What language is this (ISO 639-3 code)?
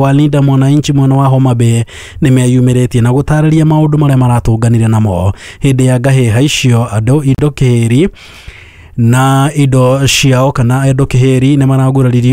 kik